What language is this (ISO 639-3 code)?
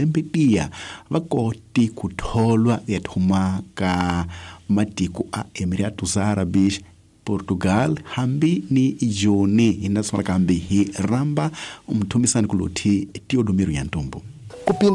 tso